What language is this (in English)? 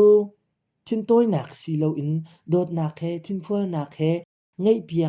Hakha Chin